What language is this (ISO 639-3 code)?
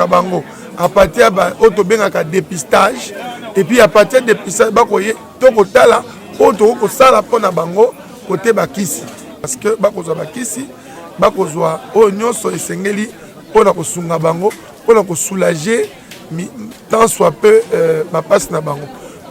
lin